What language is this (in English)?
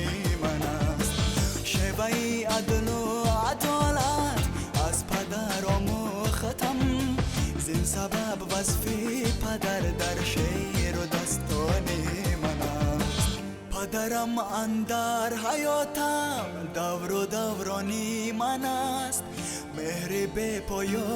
Tajik